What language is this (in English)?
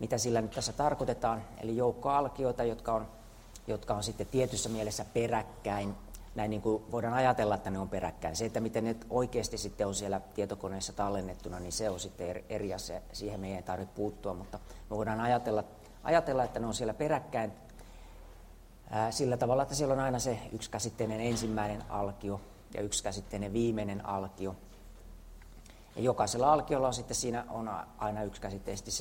Finnish